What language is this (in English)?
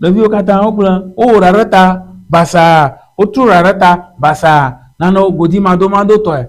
Ewe